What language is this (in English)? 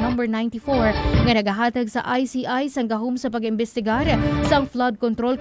Hiligaynon